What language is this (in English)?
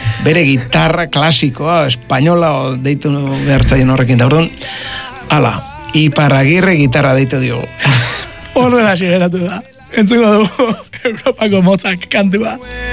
Basque